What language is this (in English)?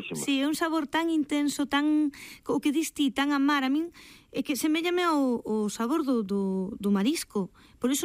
Galician